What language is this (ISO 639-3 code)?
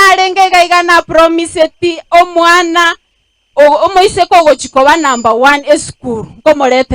guz